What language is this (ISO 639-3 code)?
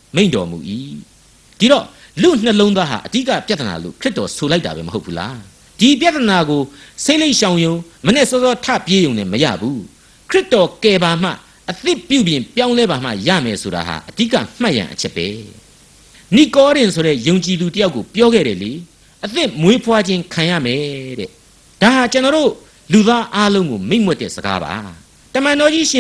mya